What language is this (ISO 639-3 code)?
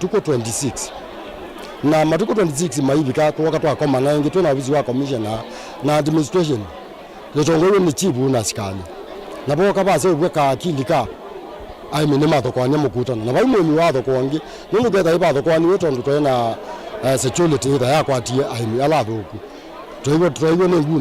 kam